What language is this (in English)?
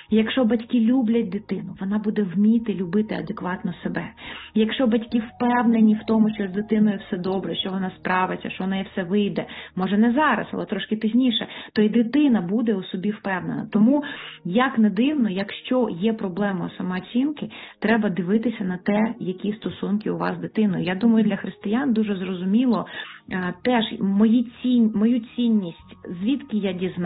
Ukrainian